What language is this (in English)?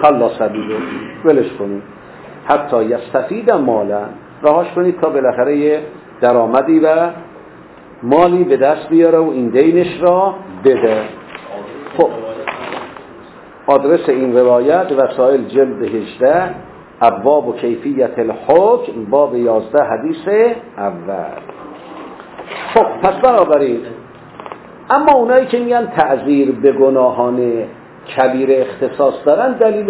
Persian